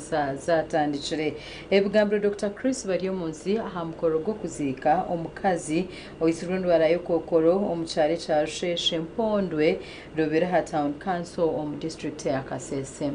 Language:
Nyankole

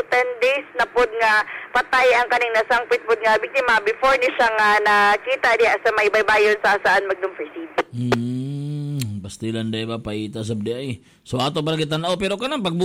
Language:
Cebuano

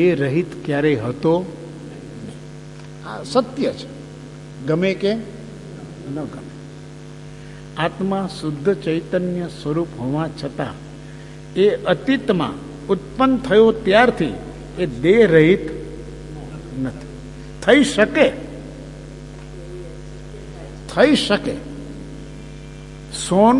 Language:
Gujarati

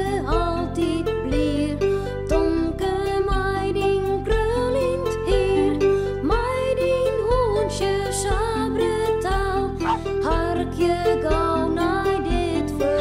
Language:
Western Frisian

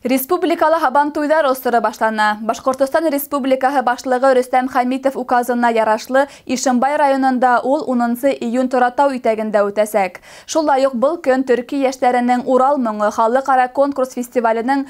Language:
Bashkir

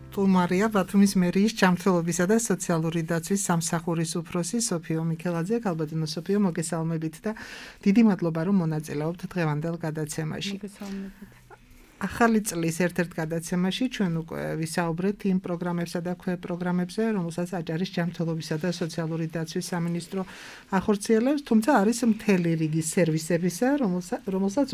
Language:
Georgian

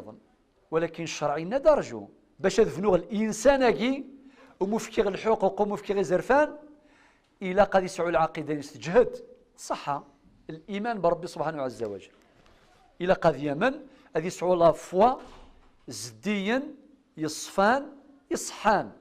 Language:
Kabyle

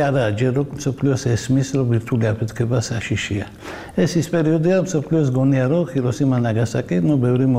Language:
Georgian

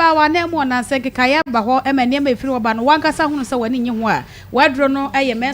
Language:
Akan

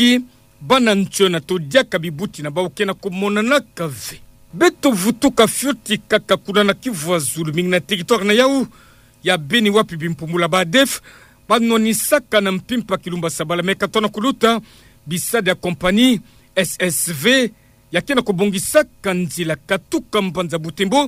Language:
Kituba (Democratic Republic of Congo)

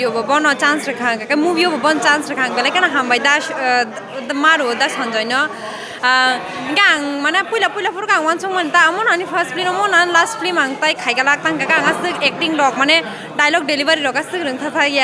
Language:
Kok Borok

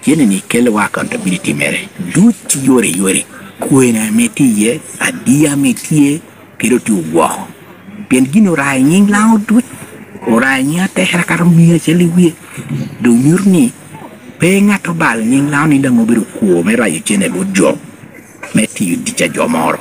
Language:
Lango (Uganda)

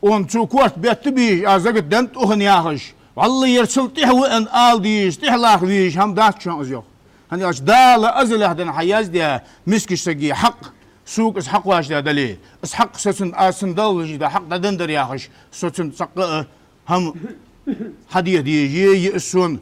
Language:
Ingush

